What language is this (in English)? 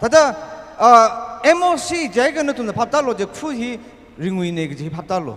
Tangkhul Naga (India)